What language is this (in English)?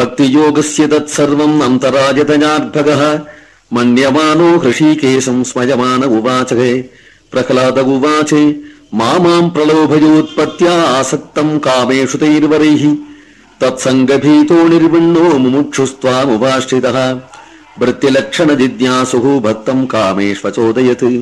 Sanskrit